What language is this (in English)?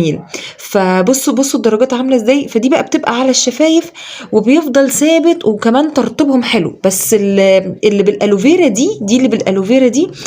Egyptian Arabic